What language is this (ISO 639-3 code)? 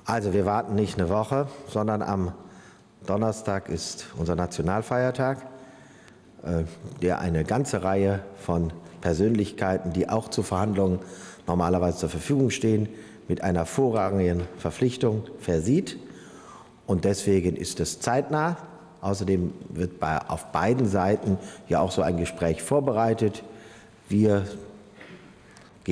deu